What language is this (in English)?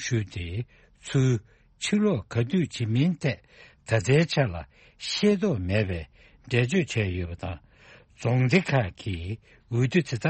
Tibetan